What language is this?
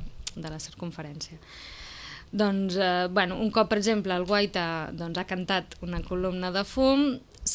Catalan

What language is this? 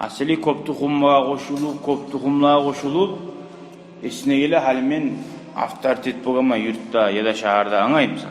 Kumyk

